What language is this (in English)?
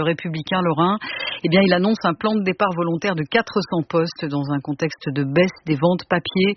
French